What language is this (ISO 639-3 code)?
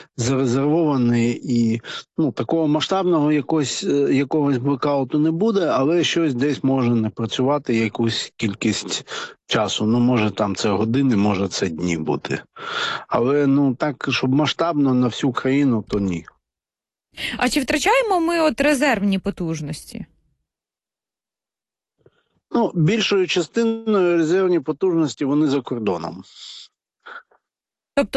ukr